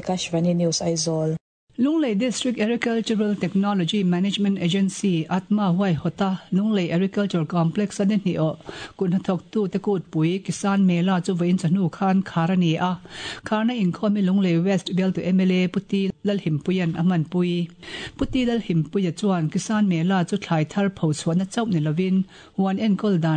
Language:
Mizo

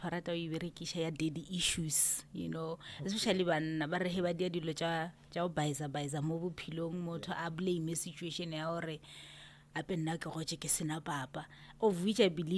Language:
Northern Sotho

